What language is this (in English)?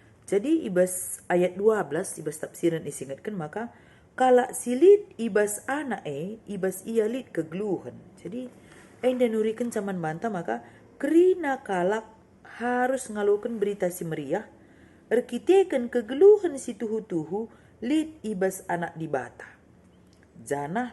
Batak Karo